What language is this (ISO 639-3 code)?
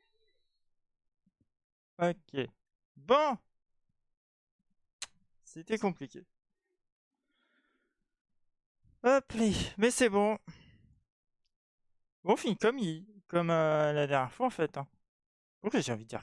fra